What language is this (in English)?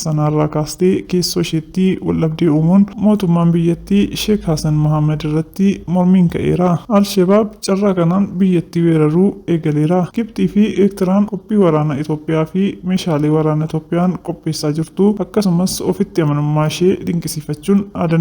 Oromo